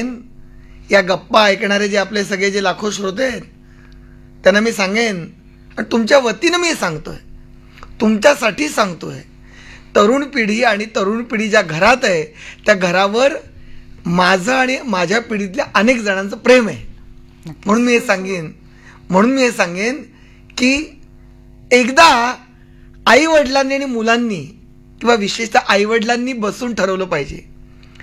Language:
Marathi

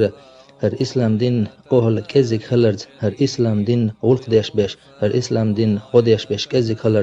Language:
Chechen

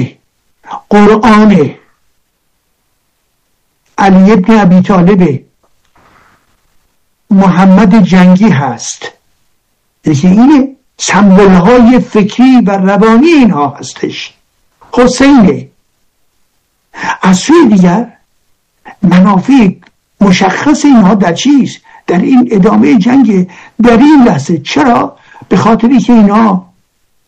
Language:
Persian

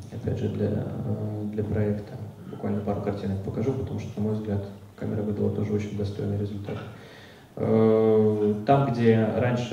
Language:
Russian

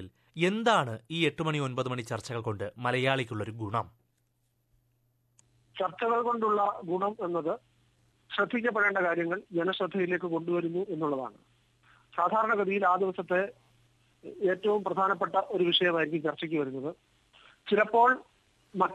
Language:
Malayalam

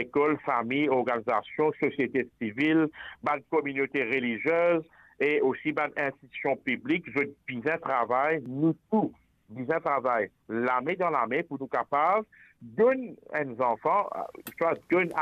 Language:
Morisyen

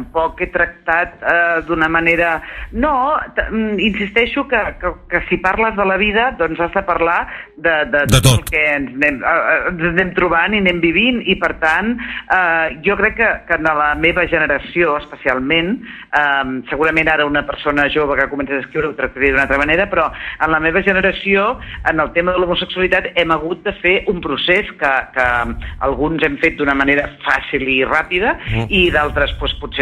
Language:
Catalan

